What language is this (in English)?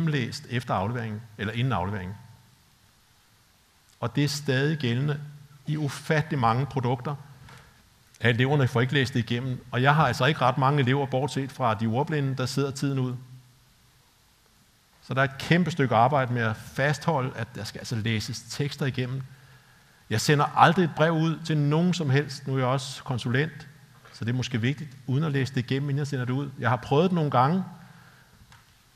Danish